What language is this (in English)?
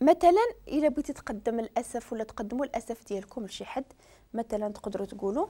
Moroccan Arabic